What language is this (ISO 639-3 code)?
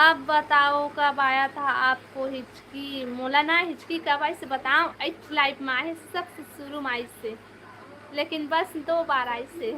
hne